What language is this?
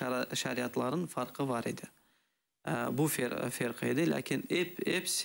Crimean Tatar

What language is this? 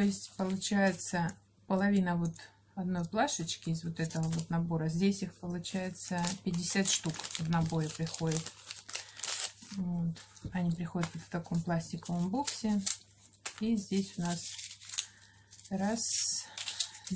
Russian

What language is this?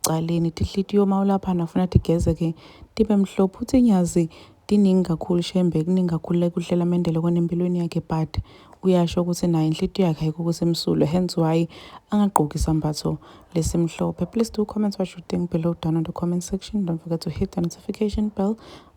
Zulu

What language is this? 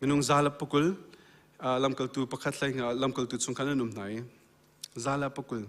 Hakha Chin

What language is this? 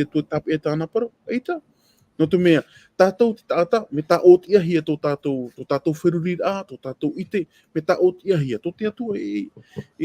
Tahitian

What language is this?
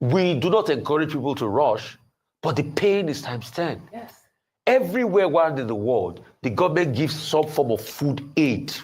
Nigerian Pidgin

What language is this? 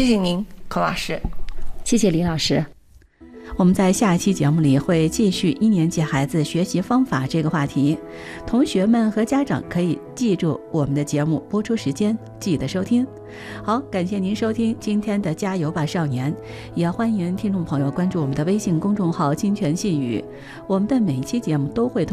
Chinese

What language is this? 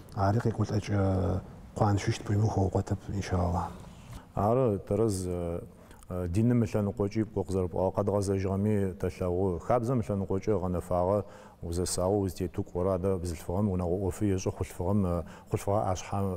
Adyghe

